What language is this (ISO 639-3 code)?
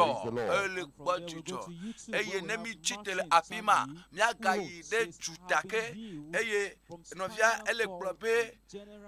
ewe